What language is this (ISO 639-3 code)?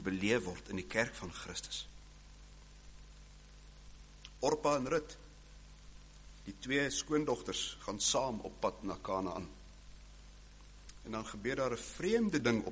afr